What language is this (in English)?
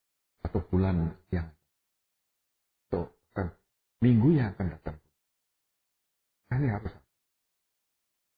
Indonesian